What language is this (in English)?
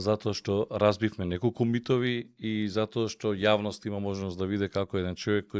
Macedonian